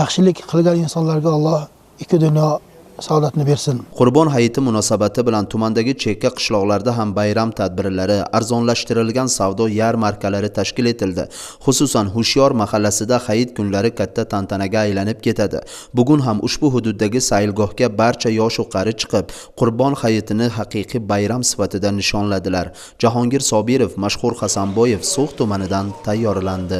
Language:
Uzbek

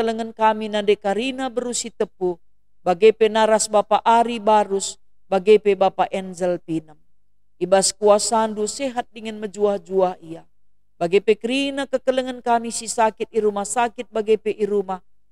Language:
Batak Karo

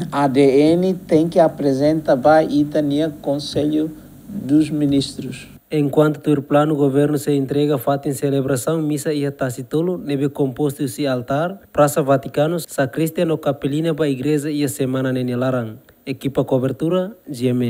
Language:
Tetum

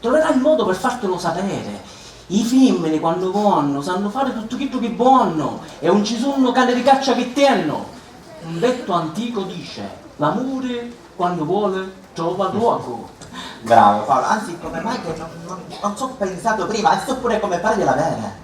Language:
Sicilian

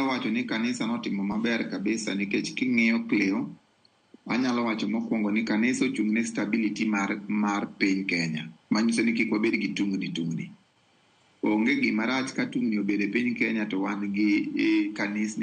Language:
Luo (Kenya and Tanzania)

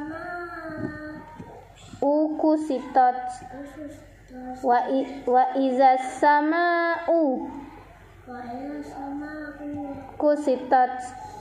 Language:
Indonesian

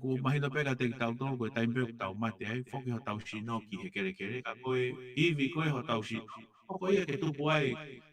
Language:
Tongan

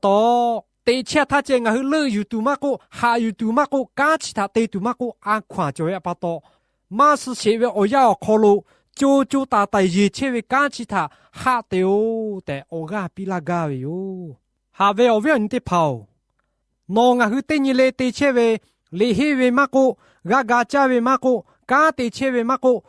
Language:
Lahu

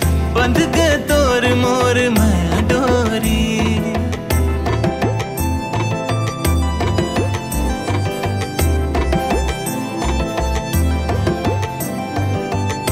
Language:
Chhattisgarhi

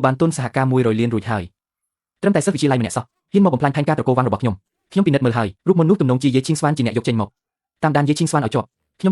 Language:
Khmer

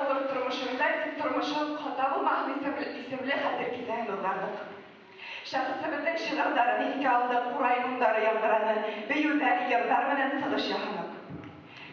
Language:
Bashkir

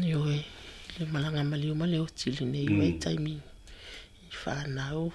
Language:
Samoan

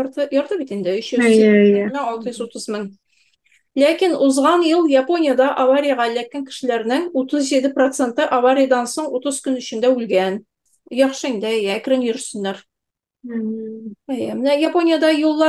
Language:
Tatar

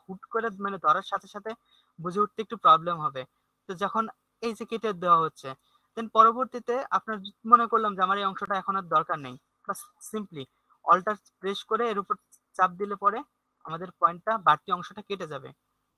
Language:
Bangla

